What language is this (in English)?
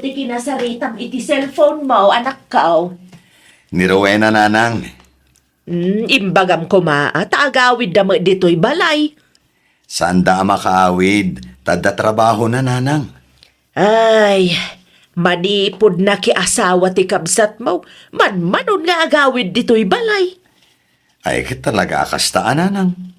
Iloko